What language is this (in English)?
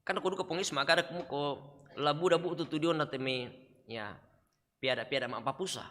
Toraja-Sa'dan